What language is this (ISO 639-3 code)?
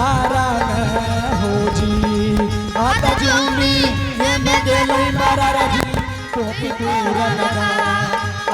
anp